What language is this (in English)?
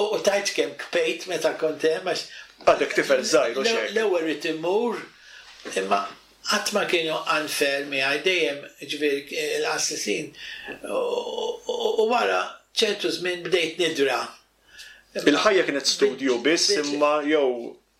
Maltese